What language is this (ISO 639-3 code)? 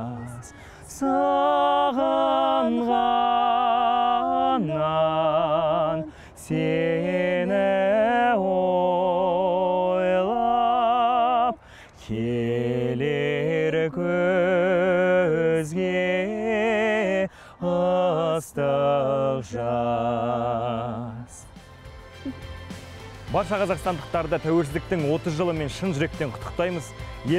kaz